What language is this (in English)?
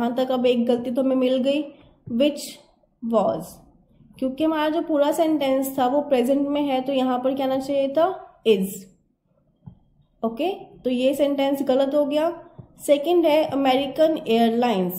Hindi